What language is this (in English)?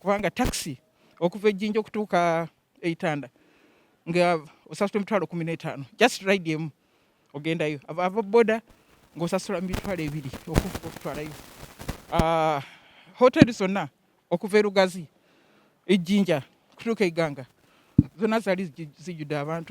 Ganda